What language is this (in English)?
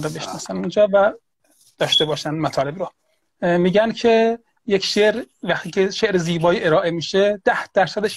Persian